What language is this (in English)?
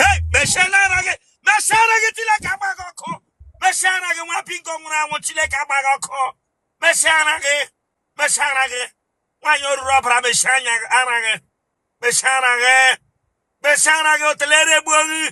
Igbo